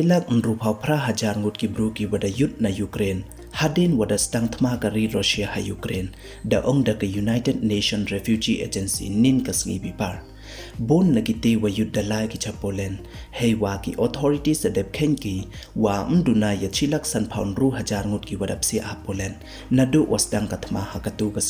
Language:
Pnar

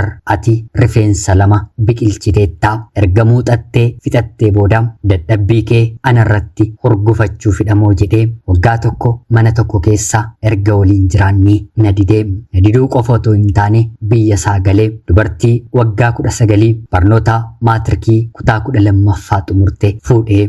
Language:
Oromo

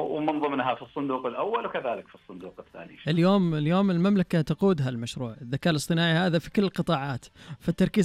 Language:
Najdi Arabic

